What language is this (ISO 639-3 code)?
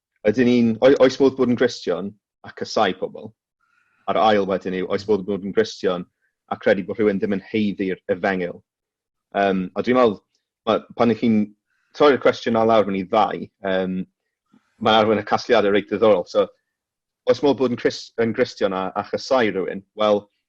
cym